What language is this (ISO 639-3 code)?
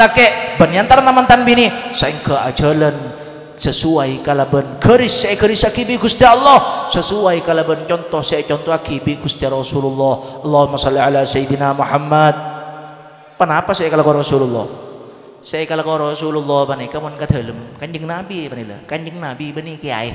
mad